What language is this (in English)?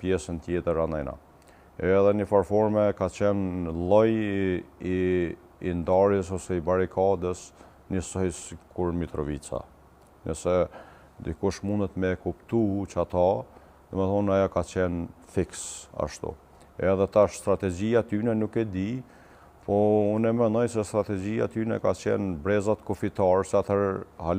Albanian